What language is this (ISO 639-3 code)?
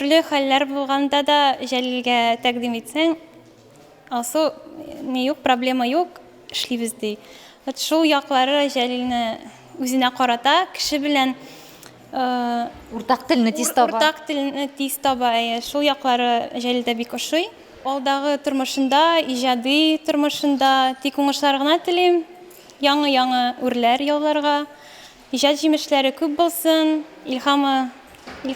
tat